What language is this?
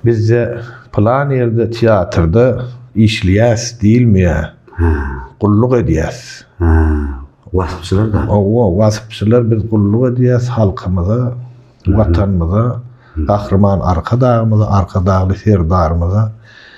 Turkmen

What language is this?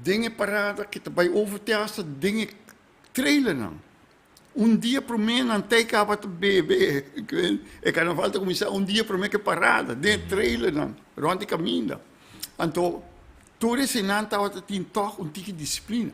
Papiamento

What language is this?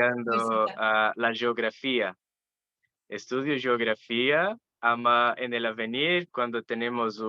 Ladino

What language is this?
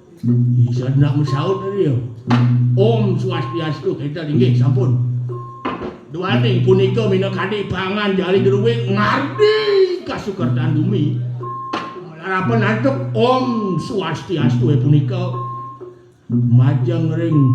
Balinese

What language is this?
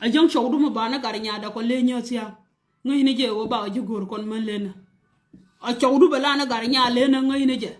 Nuer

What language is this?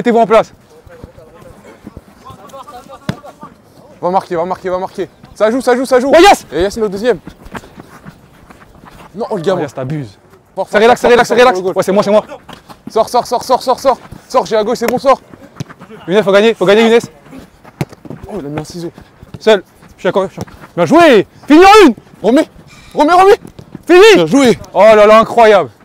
French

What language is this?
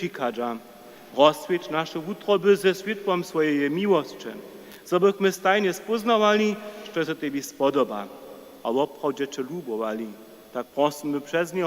Upper Sorbian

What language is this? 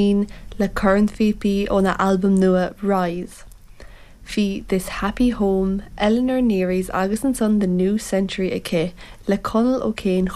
Irish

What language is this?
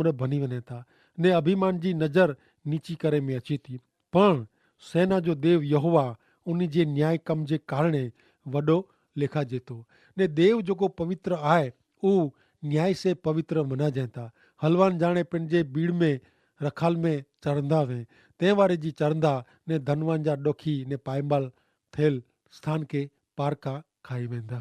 Kachhi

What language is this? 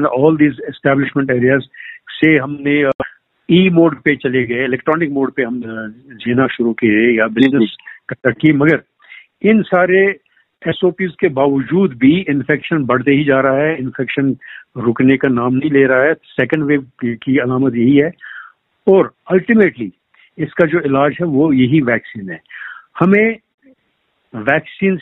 Hindi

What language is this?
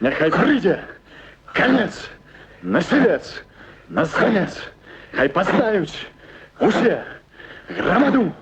Belarusian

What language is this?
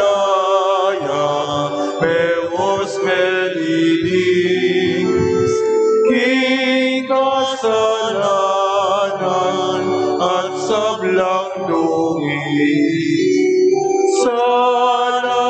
Pampanga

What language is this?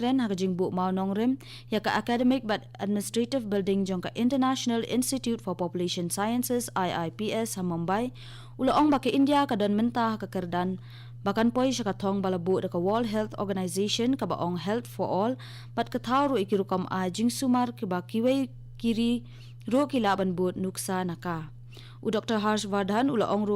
Khasi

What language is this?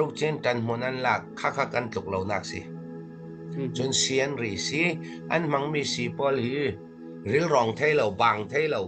Falam Chin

